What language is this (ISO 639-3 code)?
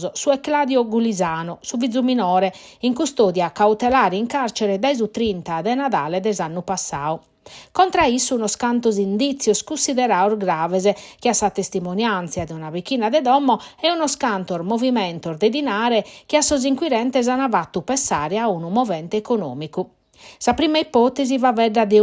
srd